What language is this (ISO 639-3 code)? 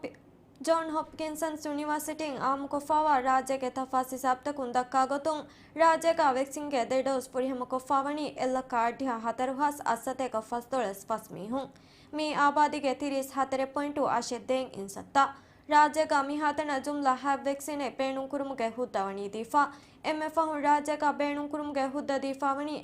div